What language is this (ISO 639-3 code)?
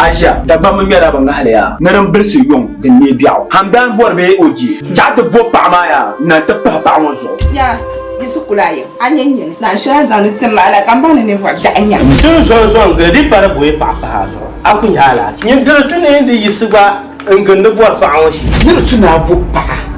dag